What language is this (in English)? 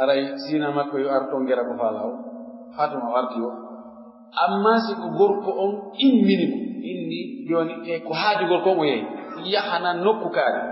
Pular